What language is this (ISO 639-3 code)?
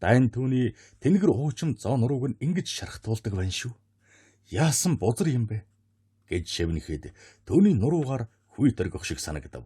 mon